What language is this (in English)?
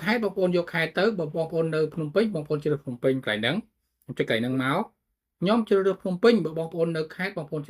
Khmer